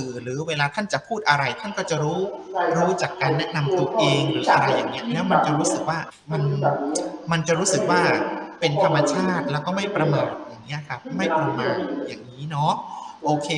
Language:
Thai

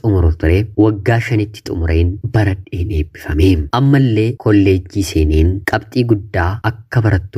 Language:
Oromo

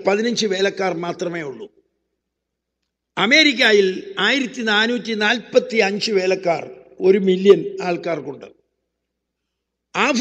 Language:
Malayalam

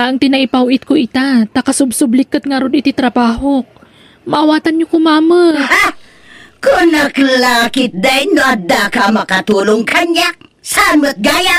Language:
Iloko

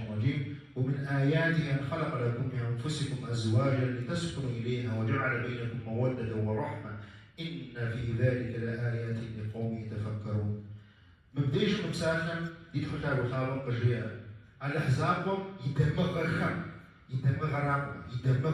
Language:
Kabardian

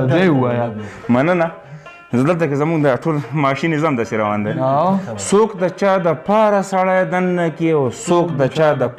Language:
Pashto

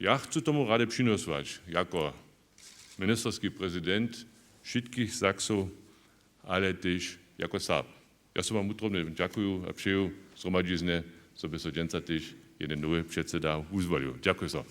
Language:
Upper Sorbian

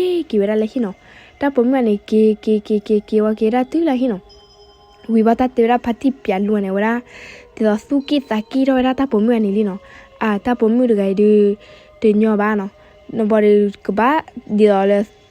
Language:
S'gaw Karen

